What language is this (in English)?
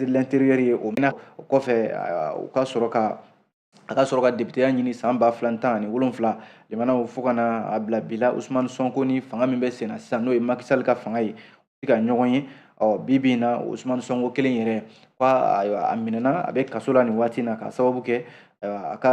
Bambara